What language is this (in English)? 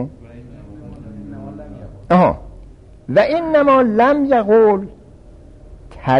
Persian